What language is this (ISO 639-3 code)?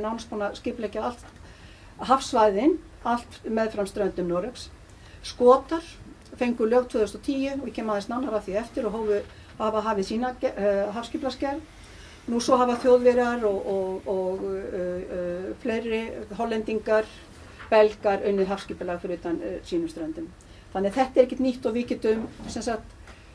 isl